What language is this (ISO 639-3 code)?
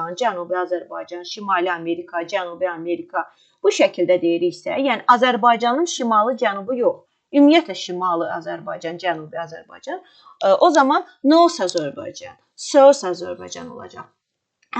aze